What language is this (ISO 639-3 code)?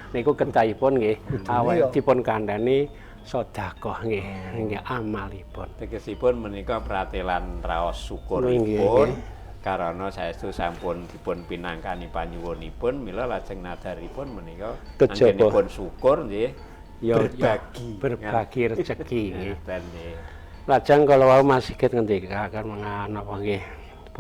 jav